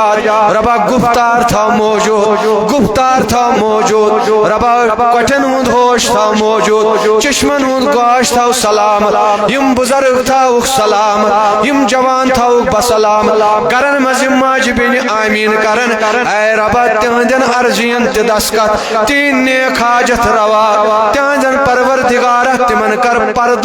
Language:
Kashmiri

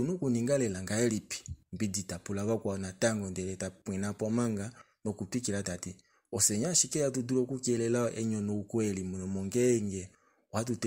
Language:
Kuanyama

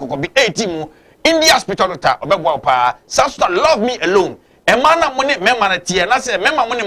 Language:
Akan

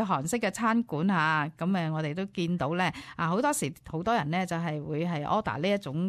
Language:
Cantonese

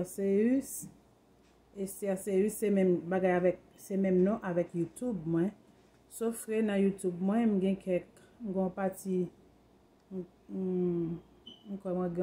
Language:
Haitian Creole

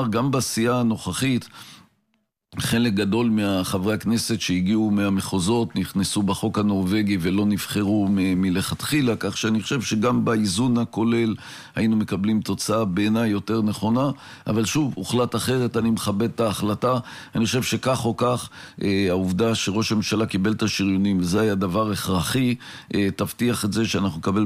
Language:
Hebrew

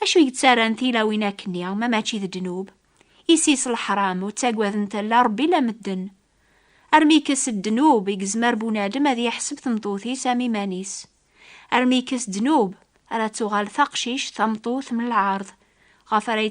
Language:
Kabyle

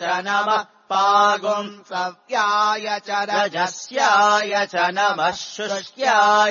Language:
Sanskrit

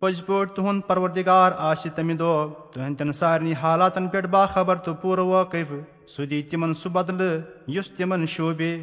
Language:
Kashmiri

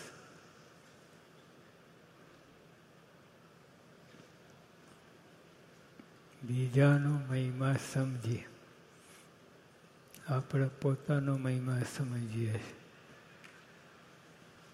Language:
Gujarati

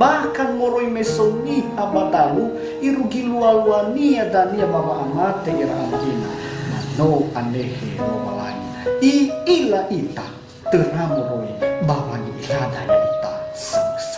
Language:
Nias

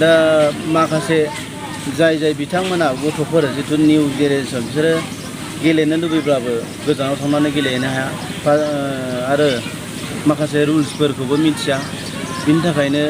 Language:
Bodo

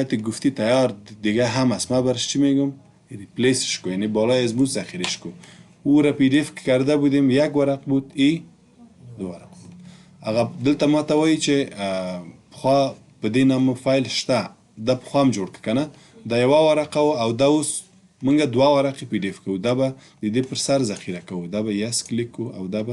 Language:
Pashto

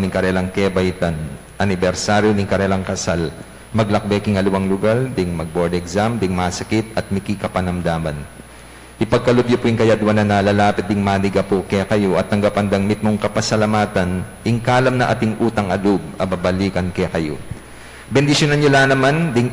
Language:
Pampanga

